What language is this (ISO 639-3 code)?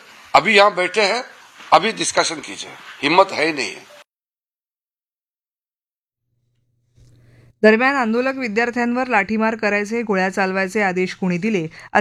mar